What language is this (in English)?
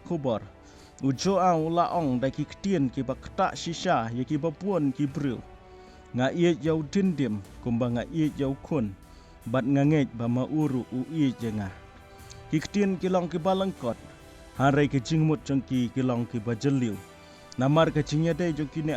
Khasi